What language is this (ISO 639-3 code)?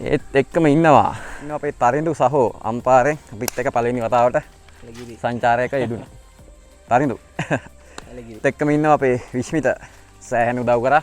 sin